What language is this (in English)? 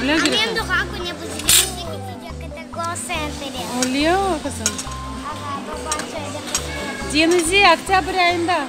Crimean Tatar